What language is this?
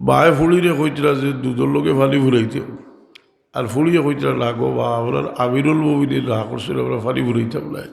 Sylheti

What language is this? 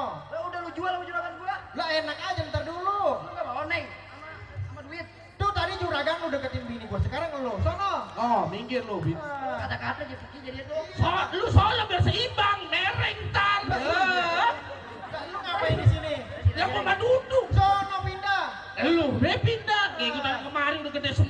Betawi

